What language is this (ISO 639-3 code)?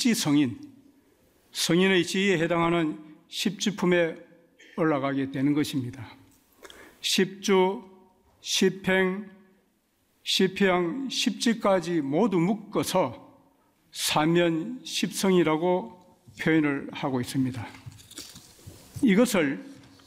kor